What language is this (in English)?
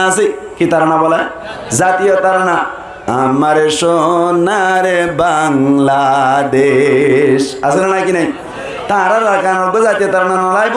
Rohingya